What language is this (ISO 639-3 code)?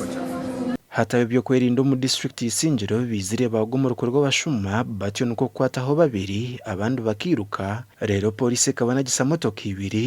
nyn